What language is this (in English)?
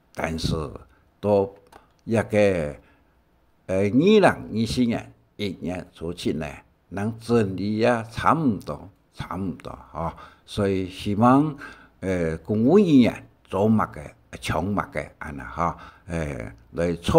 Hakka Chinese